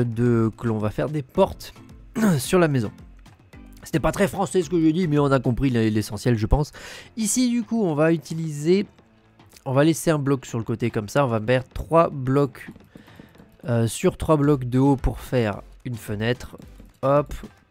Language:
French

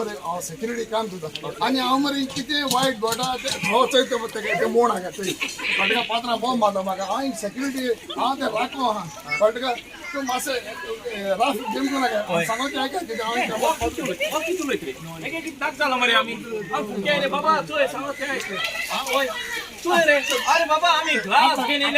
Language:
Konkani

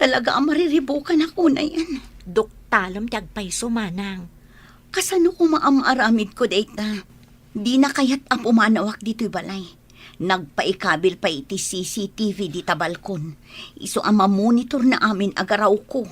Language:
Iloko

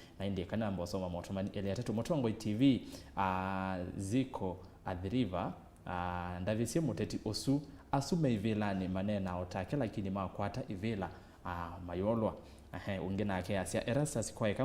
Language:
Kamba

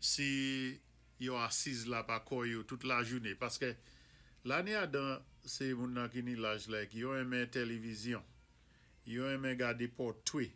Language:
Saint Lucian Creole French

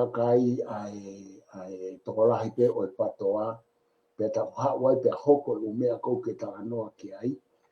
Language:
Tongan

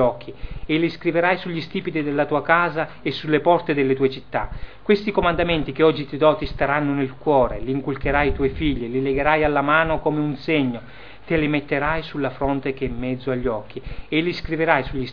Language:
Italian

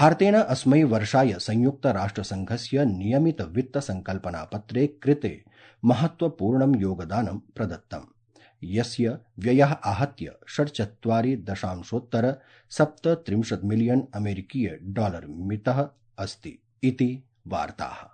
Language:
Sanskrit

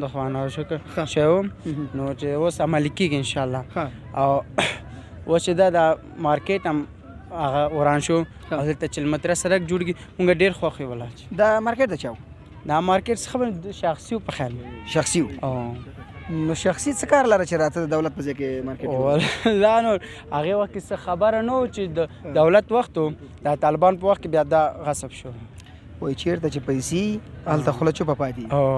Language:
Pashto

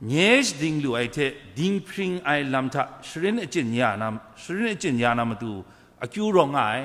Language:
Kachin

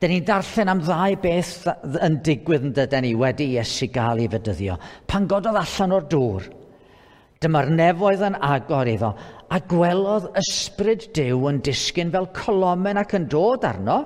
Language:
Welsh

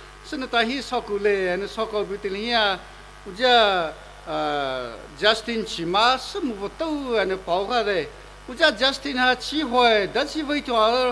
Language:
Poumei Naga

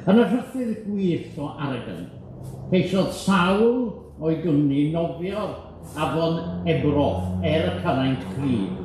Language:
Welsh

